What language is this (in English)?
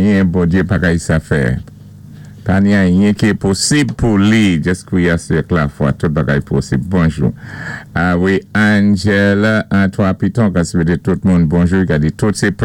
Saint Lucian Creole French